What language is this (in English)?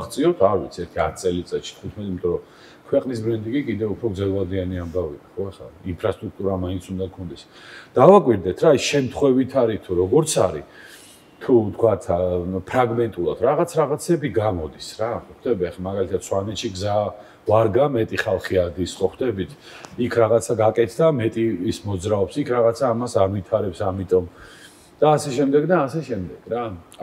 Georgian